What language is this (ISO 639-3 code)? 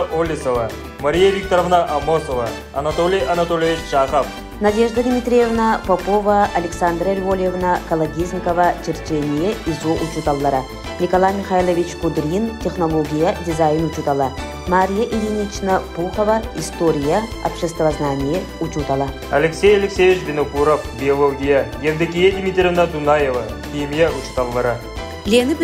sah